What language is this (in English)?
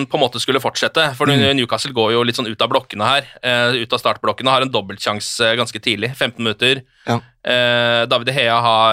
Norwegian